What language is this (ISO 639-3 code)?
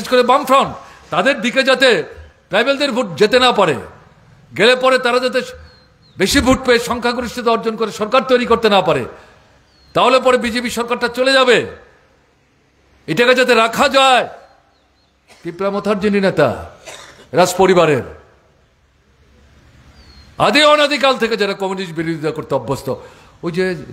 ben